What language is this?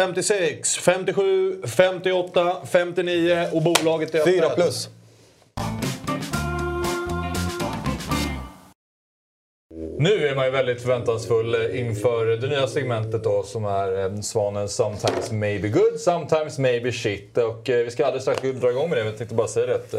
Swedish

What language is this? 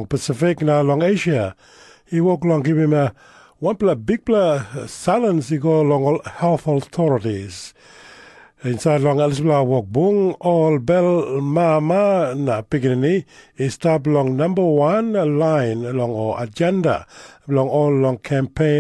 Tok Pisin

